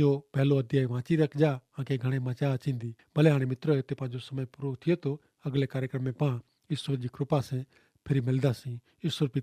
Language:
Kachhi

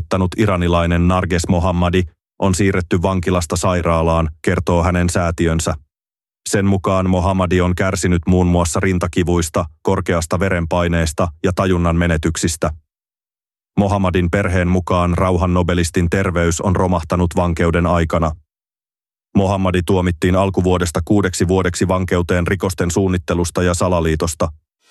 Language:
Finnish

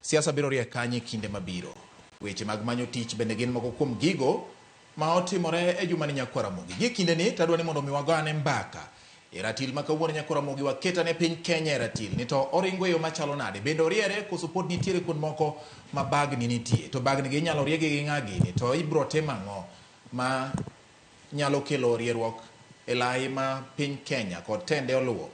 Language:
Luo (Kenya and Tanzania)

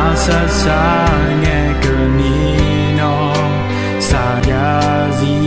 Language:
Akha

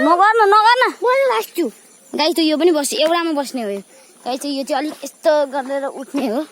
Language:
Nepali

